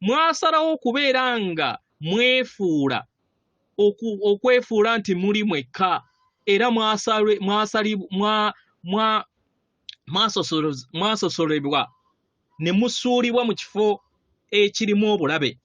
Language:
Ganda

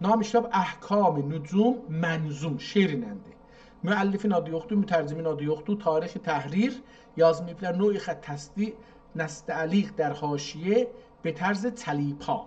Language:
South Azerbaijani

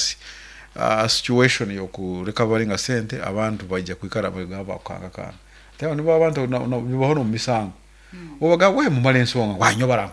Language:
Nyankole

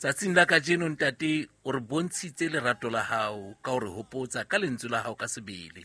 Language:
Southern Sotho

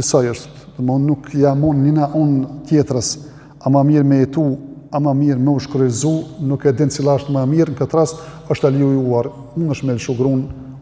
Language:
Albanian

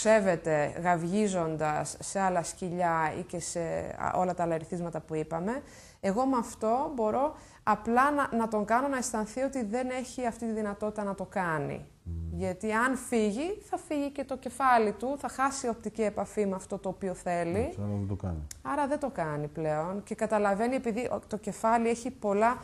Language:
Greek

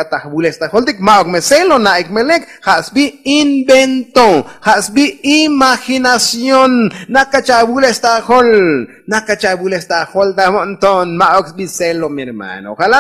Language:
Tzotzil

